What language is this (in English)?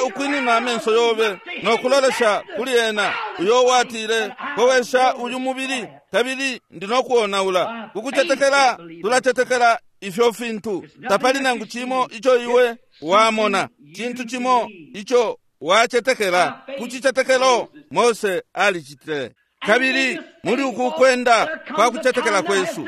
Bemba